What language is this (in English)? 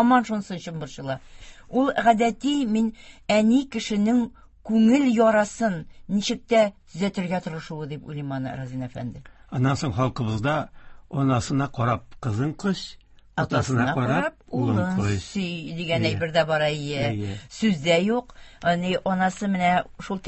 Tatar